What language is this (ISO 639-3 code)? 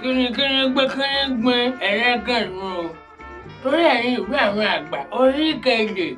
yor